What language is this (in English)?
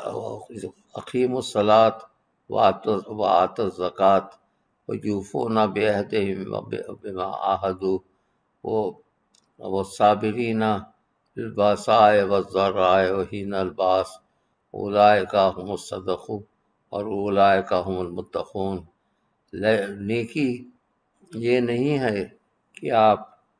Urdu